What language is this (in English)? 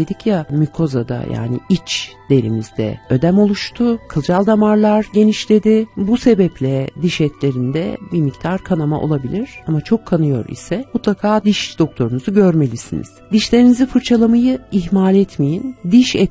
Turkish